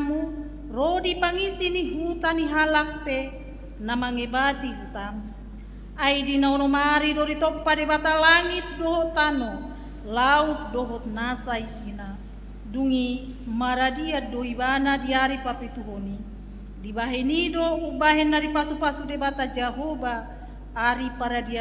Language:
Batak Toba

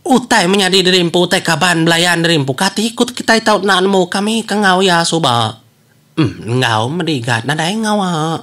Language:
Iban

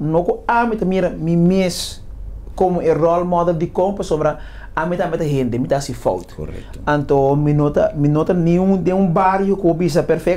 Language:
Papiamento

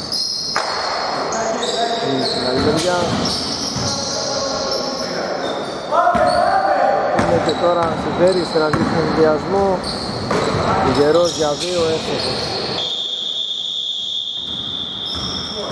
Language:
Greek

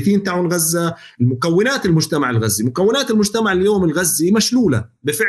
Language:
North Levantine Arabic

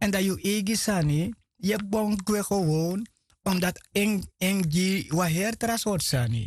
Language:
Sranan Tongo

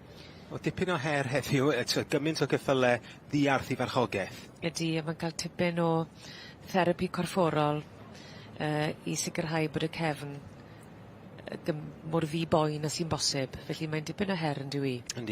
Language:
Welsh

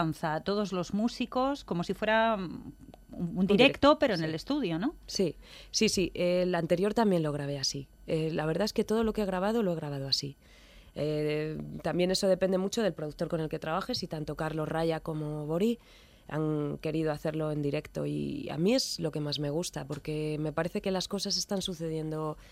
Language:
Spanish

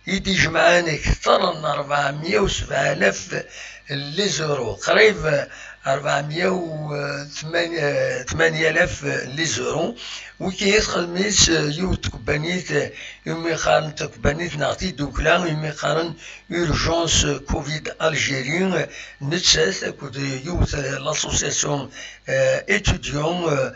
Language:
Kabyle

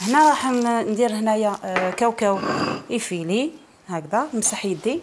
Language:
Algerian Arabic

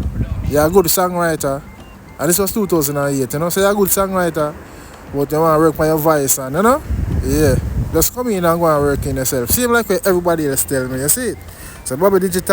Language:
Jamaican Creole English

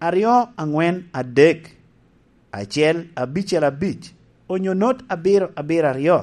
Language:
Lango (Uganda)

